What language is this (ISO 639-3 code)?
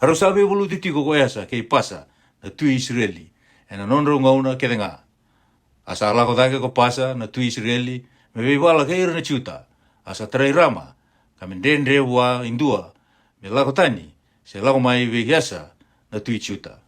fij